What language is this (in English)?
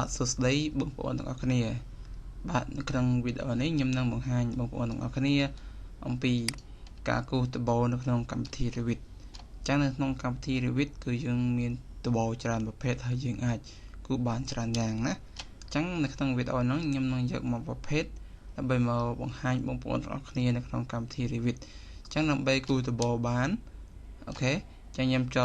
Khmer